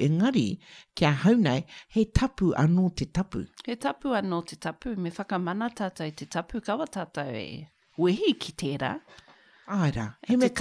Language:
Māori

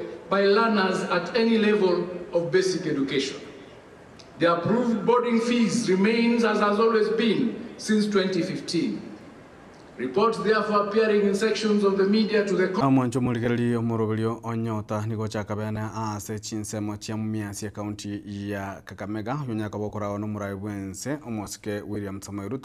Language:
Gusii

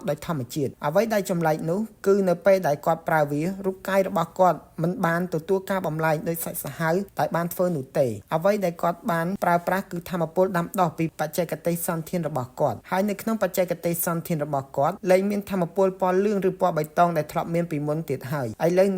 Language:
Khmer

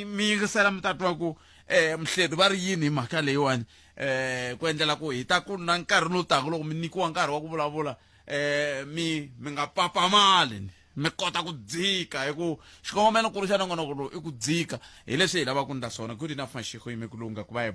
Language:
Tsonga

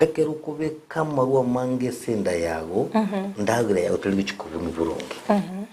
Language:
Gusii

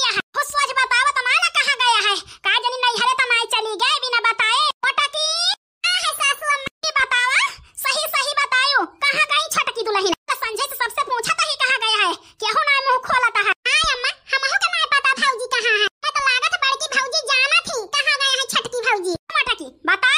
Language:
Awadhi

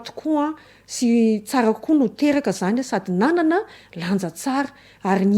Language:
Malagasy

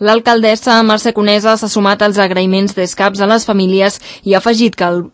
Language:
Catalan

